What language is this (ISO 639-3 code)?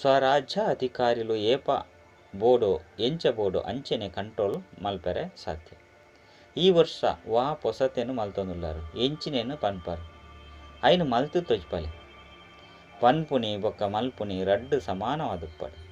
tcy